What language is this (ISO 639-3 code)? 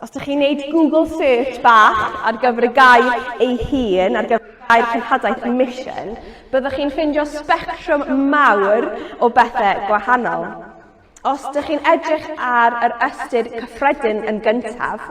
cym